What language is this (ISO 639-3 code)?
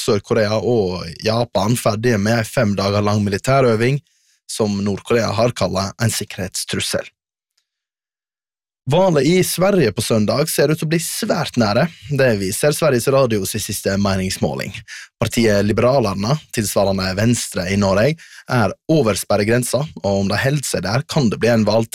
nor